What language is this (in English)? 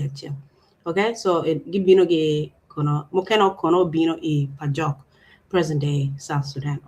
Acoli